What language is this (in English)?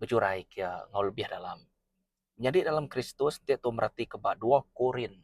Iban